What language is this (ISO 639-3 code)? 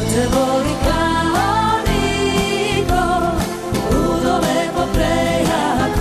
srp